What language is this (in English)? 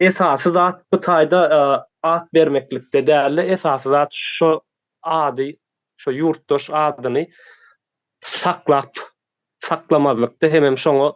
Turkmen